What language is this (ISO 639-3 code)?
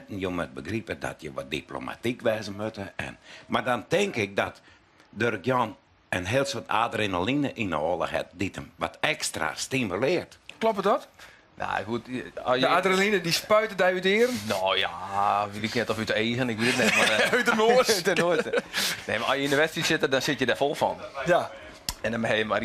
fry